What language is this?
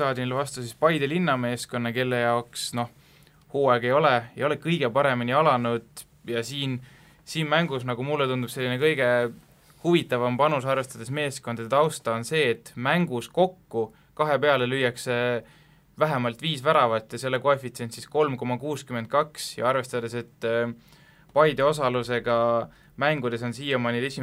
Estonian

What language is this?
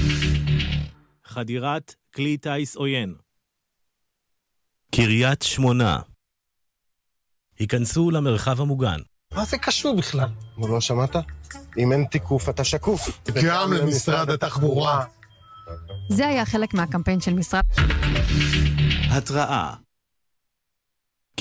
Hebrew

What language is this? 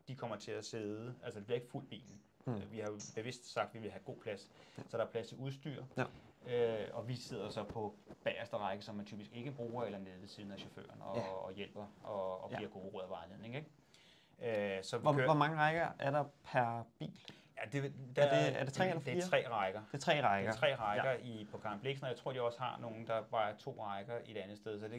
Danish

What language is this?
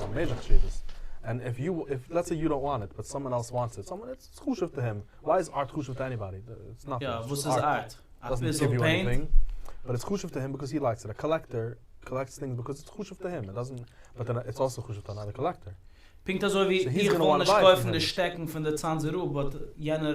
Yiddish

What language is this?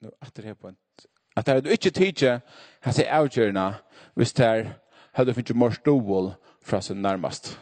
Faroese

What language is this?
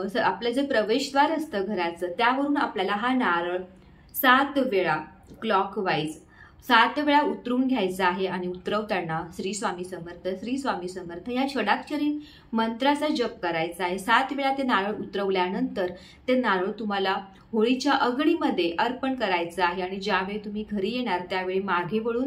Marathi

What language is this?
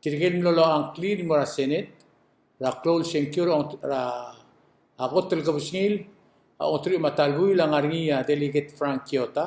Palauan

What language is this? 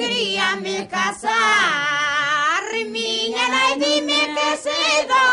Galician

